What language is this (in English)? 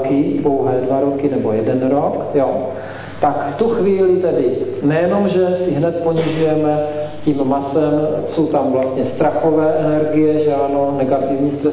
Czech